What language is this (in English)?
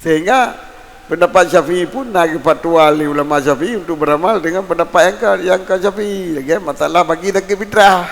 Achinese